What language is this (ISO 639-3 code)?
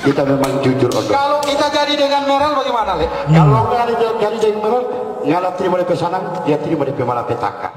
xmm